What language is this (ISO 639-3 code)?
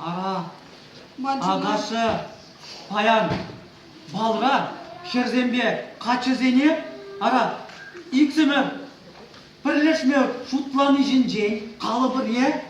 chv